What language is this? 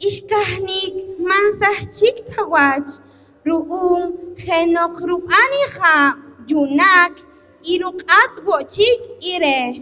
Poqomchi'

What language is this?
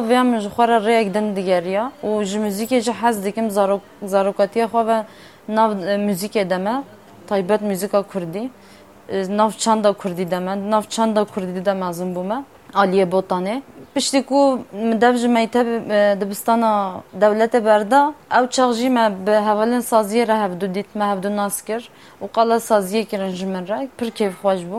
Kurdish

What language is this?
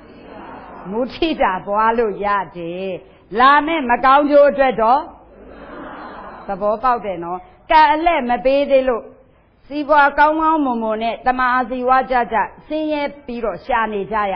Burmese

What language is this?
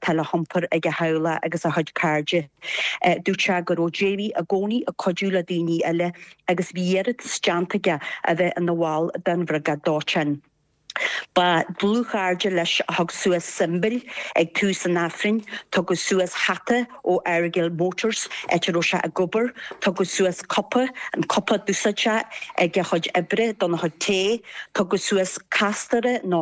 Irish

